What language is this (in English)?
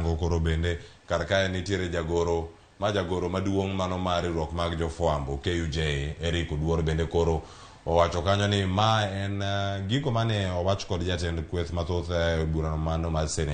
Luo (Kenya and Tanzania)